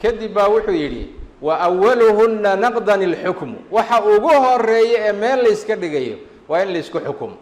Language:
Somali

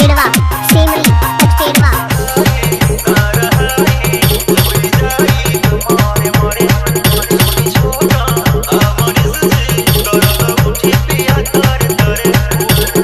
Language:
Bhojpuri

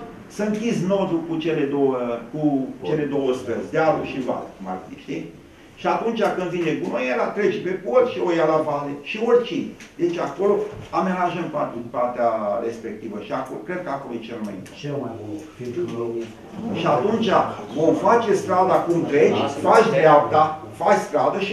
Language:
Romanian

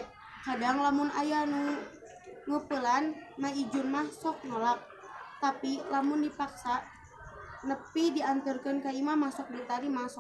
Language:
Sundanese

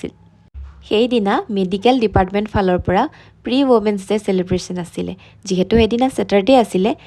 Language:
Assamese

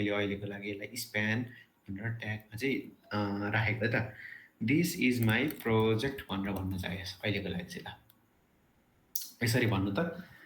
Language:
Nepali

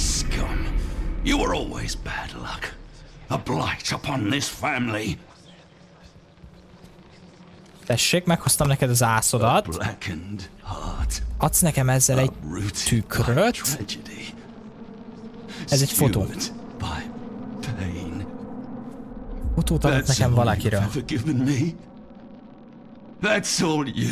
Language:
Hungarian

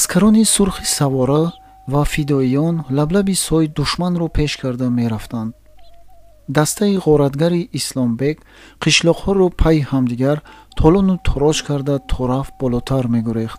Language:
Tajik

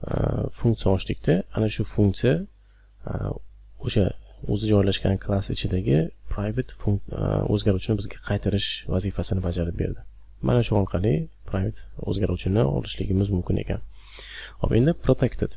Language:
Uzbek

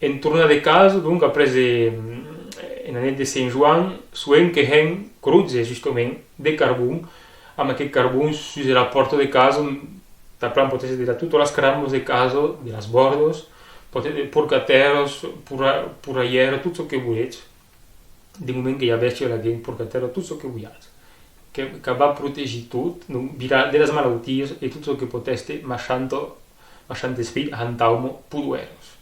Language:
Occitan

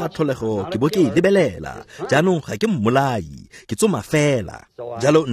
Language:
Tswana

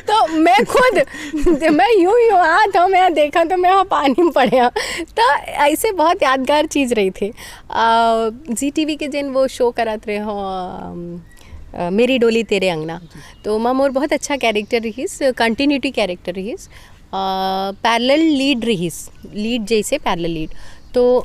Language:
Chhattisgarhi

